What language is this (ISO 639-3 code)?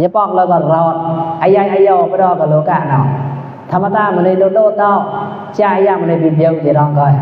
mnw